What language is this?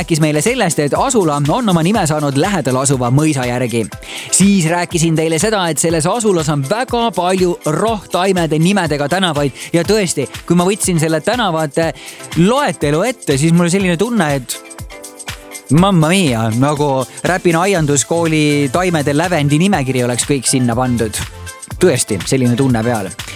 Estonian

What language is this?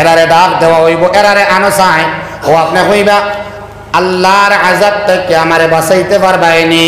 Sylheti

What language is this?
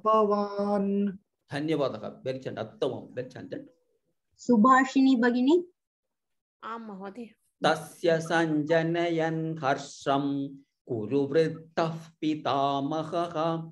Sanskrit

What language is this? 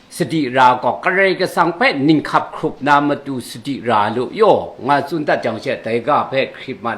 Kachin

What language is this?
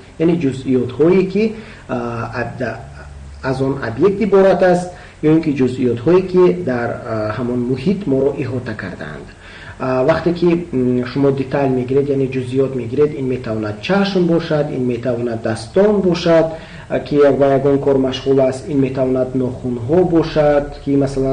Tajik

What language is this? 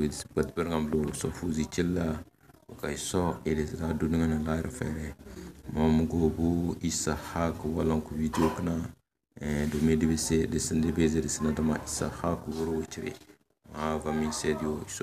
Tem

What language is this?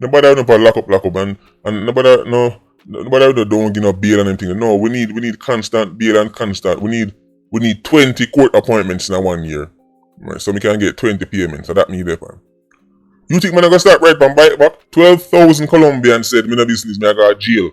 Jamaican Creole English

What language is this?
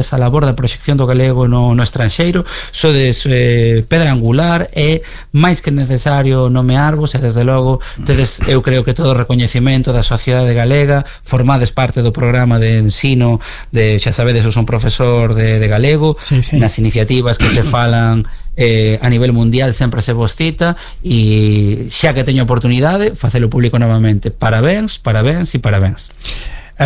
Galician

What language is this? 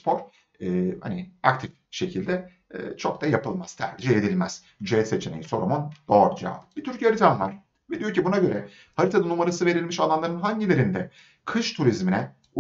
Turkish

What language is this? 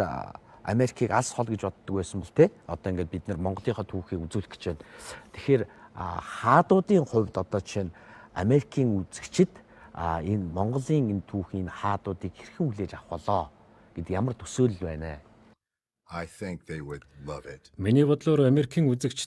Mongolian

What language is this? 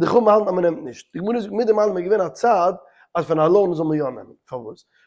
Yiddish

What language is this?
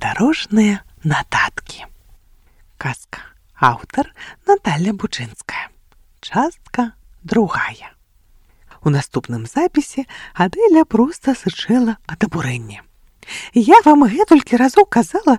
Belarusian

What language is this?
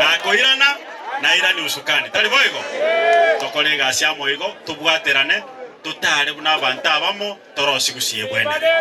Gusii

